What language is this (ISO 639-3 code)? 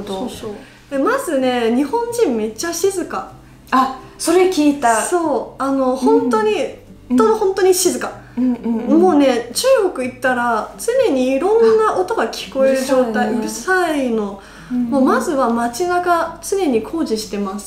jpn